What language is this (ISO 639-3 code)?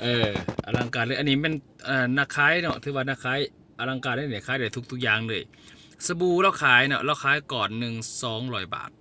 lao